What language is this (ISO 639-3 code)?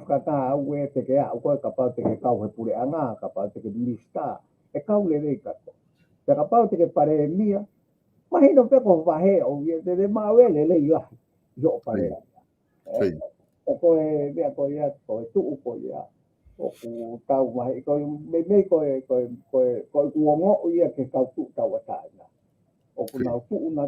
ton